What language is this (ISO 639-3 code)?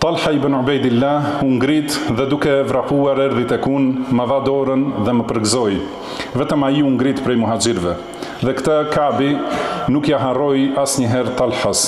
sqi